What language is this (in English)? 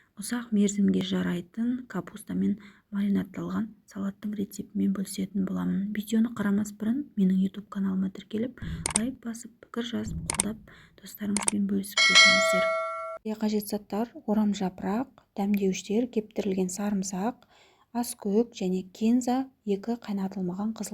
Kazakh